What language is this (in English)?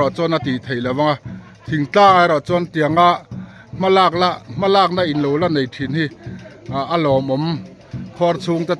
Mizo